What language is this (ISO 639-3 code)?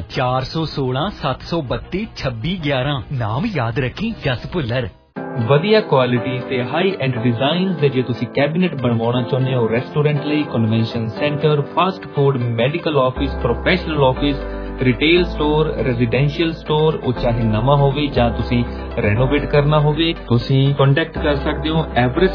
pan